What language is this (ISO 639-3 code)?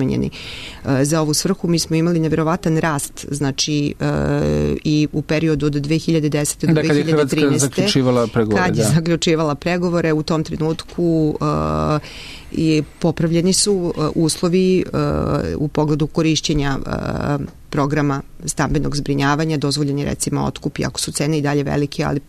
srp